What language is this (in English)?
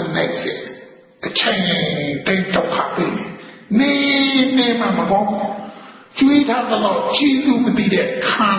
Burmese